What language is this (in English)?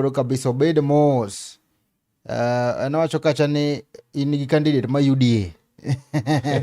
Luo (Kenya and Tanzania)